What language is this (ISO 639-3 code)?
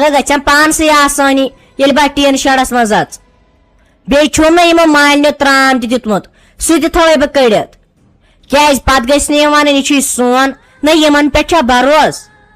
kas